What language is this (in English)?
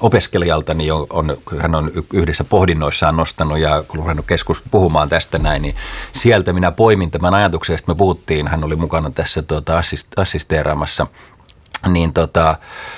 Finnish